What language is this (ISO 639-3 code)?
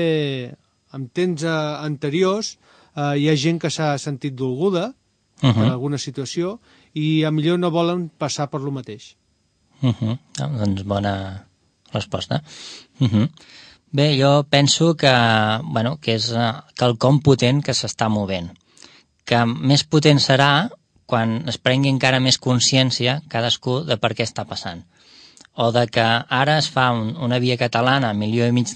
cat